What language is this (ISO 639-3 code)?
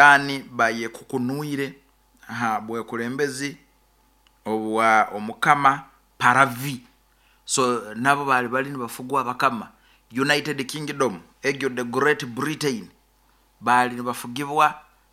nyo